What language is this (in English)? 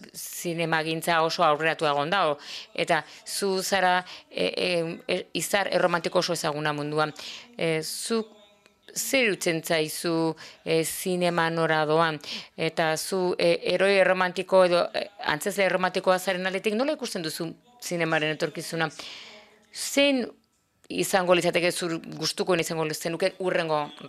Basque